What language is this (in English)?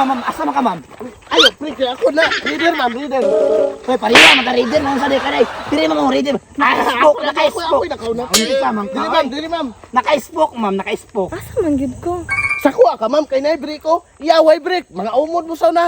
Cebuano